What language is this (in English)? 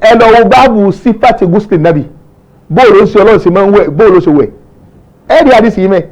Yoruba